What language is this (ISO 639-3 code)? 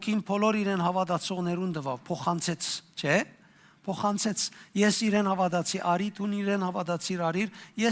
hyw